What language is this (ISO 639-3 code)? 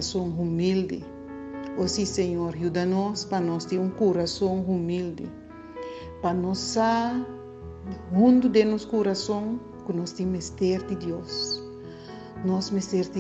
pap